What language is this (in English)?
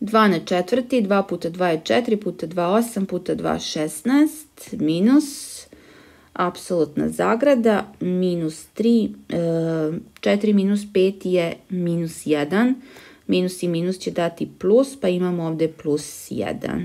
Serbian